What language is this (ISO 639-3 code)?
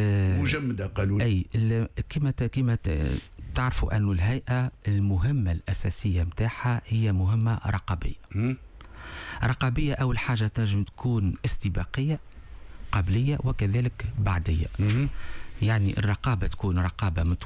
aeb